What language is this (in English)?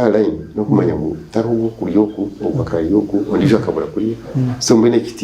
Nyankole